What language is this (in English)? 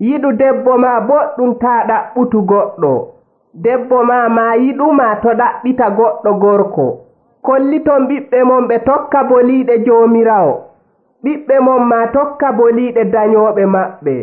Nigerian Fulfulde